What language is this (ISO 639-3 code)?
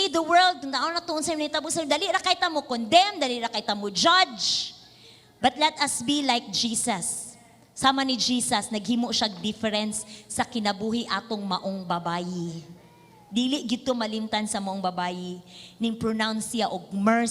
ceb